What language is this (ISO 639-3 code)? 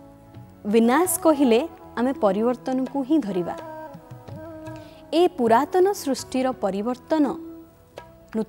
ori